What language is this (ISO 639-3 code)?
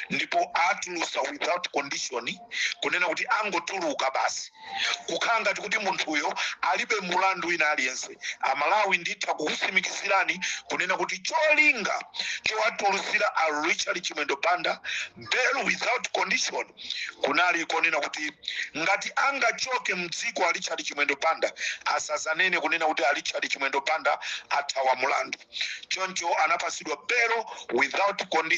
nya